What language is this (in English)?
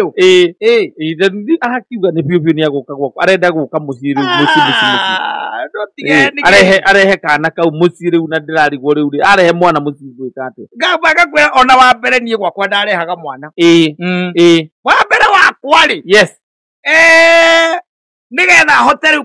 Kikuyu